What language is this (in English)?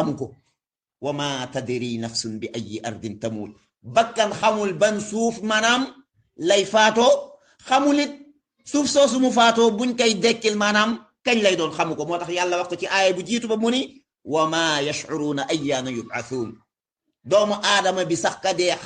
Wolof